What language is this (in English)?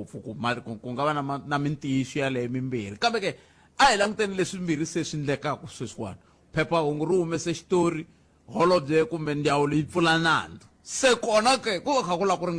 Tsonga